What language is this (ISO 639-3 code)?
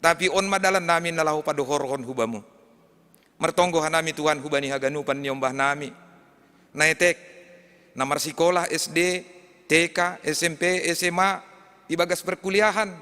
bts